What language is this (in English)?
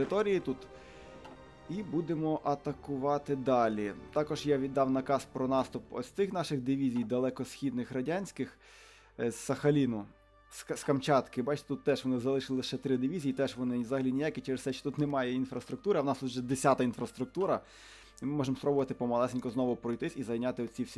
Ukrainian